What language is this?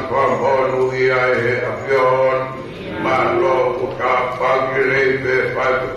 Tongan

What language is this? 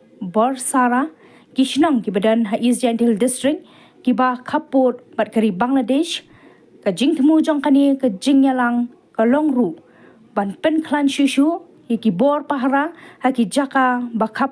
Khasi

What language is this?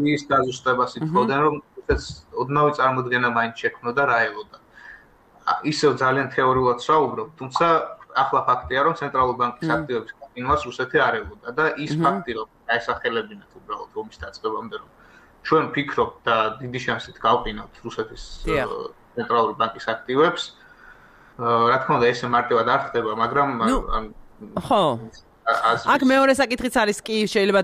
Georgian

